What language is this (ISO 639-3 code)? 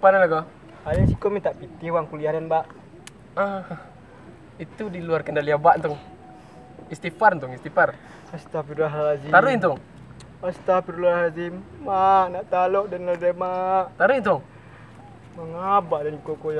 min